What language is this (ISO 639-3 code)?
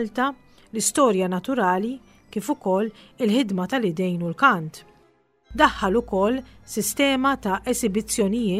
mlt